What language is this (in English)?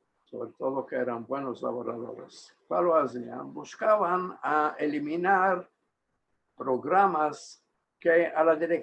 Ladino